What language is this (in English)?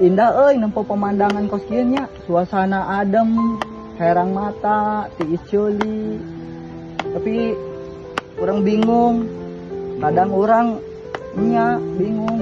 Sundanese